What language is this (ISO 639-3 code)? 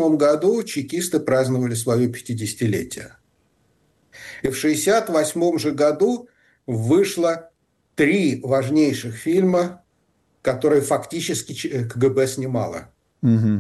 rus